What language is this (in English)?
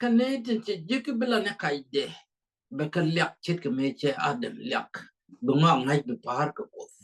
Nuer